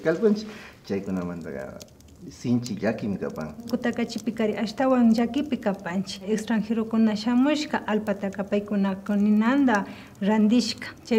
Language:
Imbabura Highland Quichua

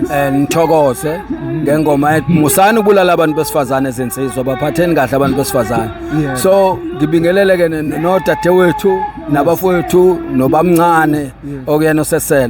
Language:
Zulu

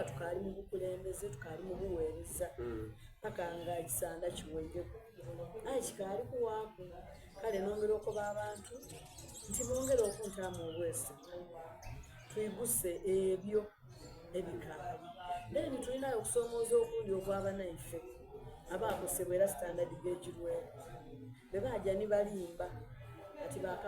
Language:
Soga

